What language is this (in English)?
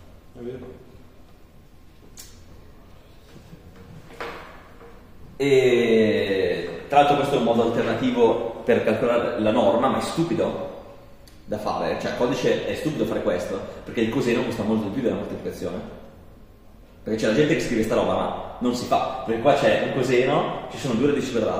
Italian